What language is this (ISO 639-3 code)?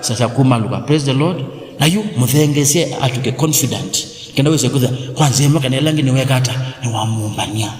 kam